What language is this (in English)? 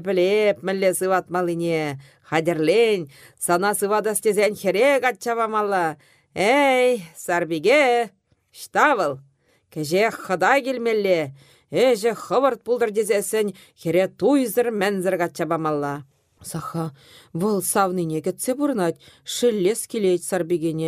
Chuvash